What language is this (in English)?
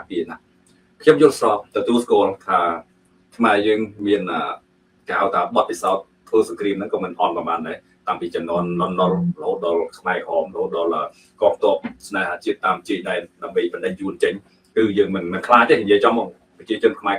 Khmer